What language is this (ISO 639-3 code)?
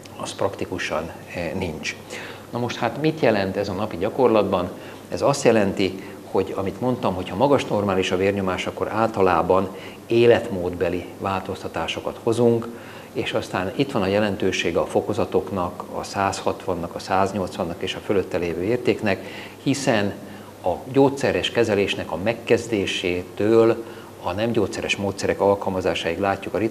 hun